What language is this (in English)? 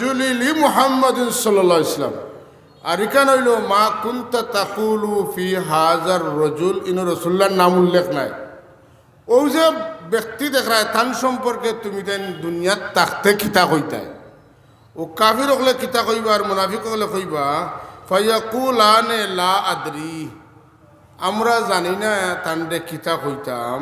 Sylheti